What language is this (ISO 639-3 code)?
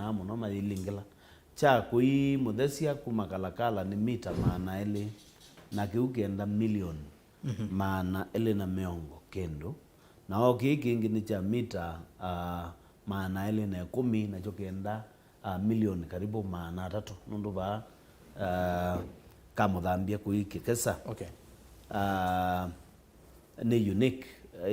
kam